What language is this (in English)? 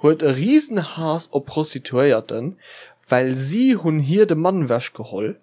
Luxembourgish